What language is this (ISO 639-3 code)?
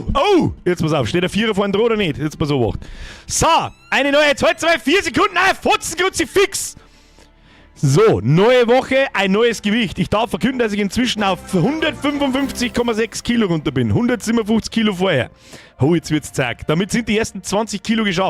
bar